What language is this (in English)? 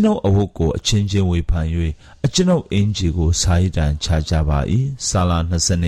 Burmese